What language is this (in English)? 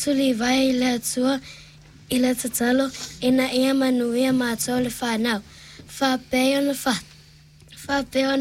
Samoan